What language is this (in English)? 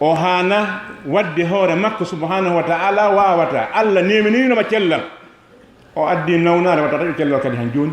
Fula